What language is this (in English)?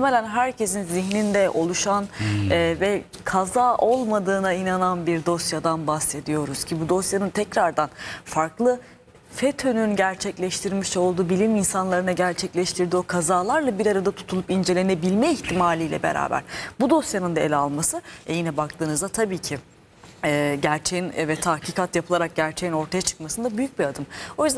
Turkish